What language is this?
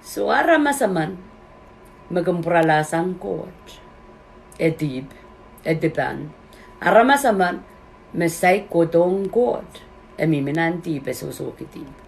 Pohnpeian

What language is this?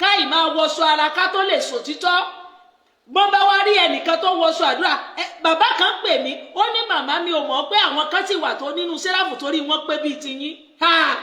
Yoruba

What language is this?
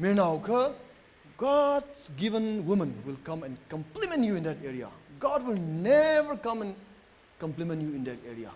Tangkhul Naga (India)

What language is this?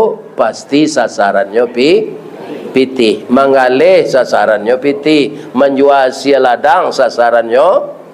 Minangkabau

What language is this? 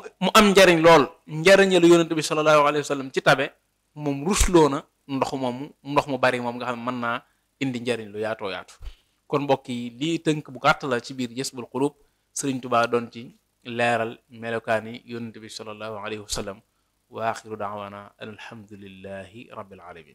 Wolof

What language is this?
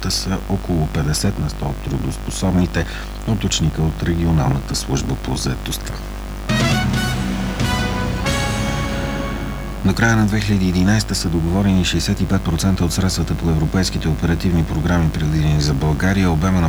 Bulgarian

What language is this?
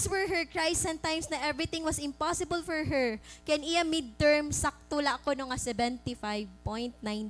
Waray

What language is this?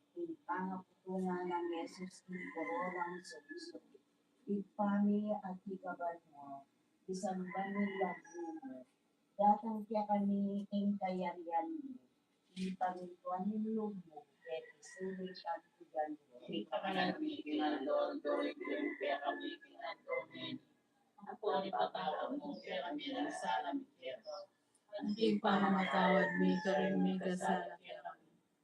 Pampanga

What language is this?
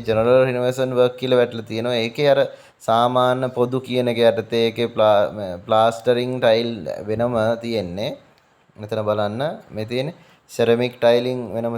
Sinhala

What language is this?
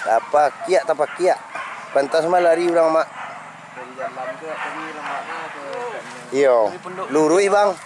Minangkabau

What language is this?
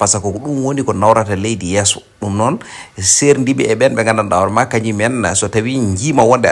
Fula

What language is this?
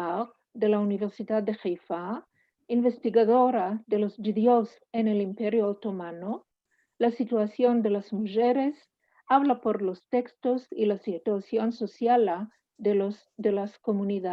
Ladino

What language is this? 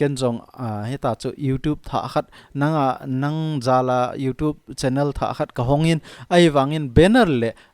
Thado Chin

